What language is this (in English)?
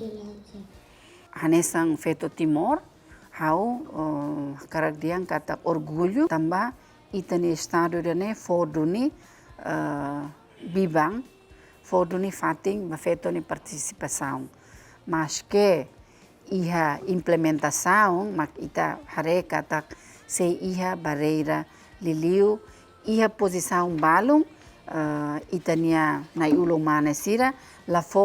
Tetum